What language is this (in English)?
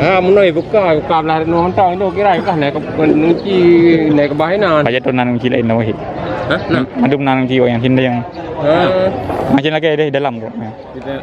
Achinese